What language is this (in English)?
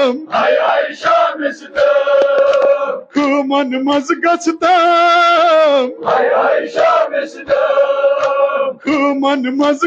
Kashmiri